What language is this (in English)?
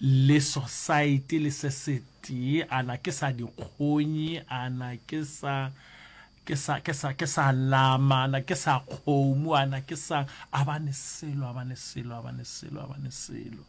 Northern Sotho